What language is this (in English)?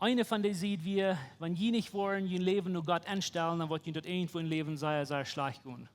Plautdietsch